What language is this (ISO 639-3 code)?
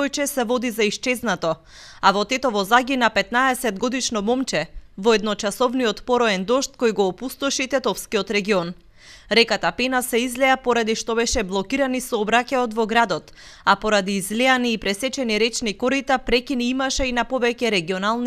mkd